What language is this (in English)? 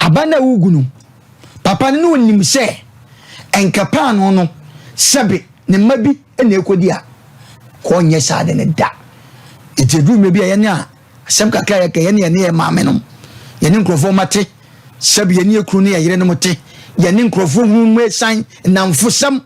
Akan